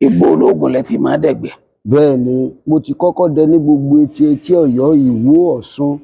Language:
Yoruba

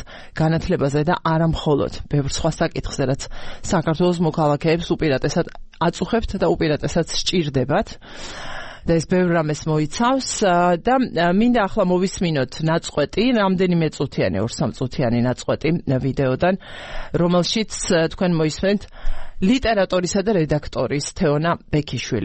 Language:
Georgian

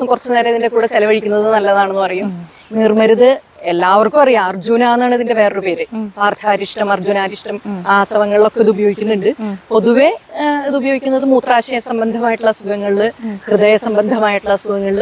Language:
Malayalam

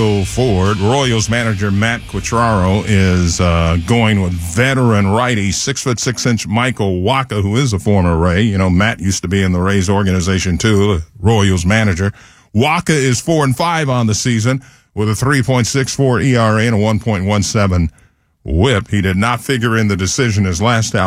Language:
English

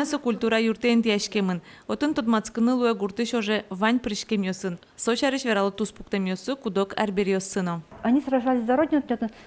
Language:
Udmurt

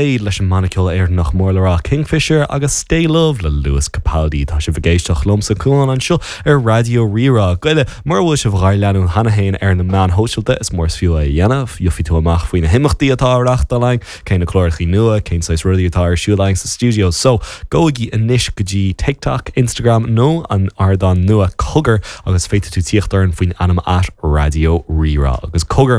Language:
Irish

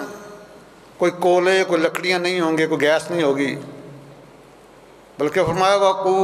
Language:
Urdu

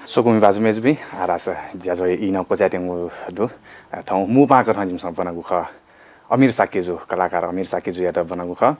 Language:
Newari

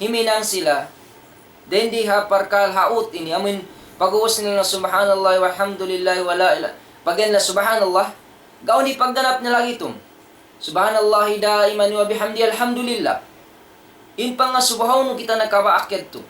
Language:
Tausug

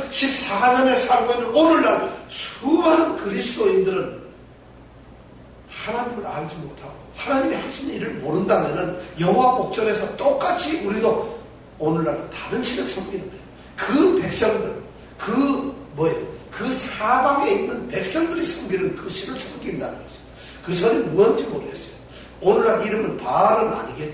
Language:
Korean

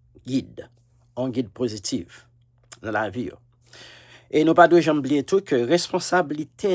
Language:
Haitian Creole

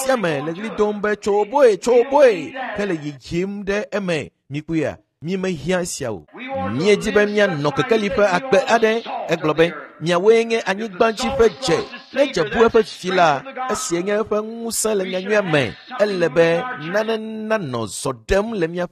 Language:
Ewe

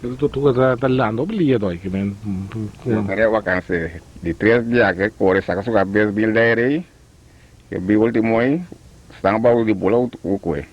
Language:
Papiamento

